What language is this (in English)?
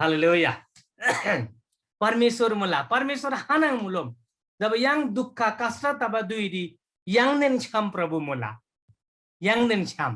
Eastern Tamang